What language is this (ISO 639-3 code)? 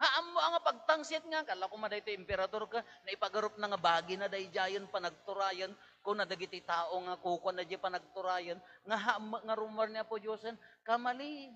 ilo